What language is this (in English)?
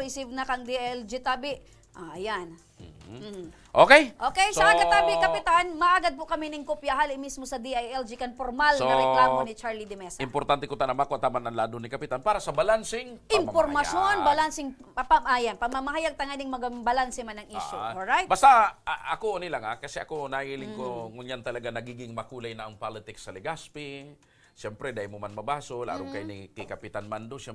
Bikol